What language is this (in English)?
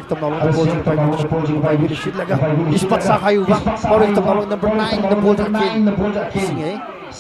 Tangkhul Naga (India)